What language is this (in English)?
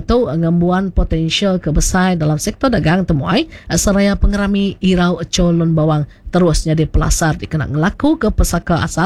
Iban